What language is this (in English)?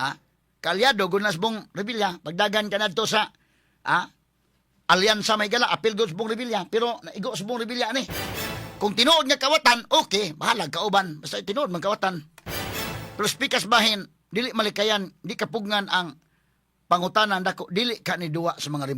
Cebuano